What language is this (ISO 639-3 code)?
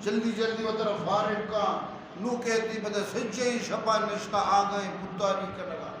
bgp